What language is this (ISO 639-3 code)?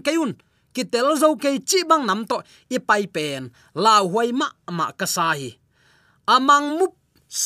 ctd